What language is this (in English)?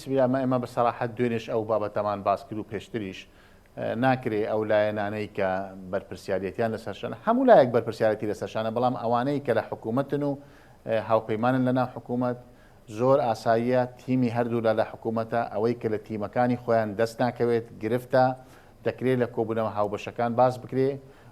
Central Kurdish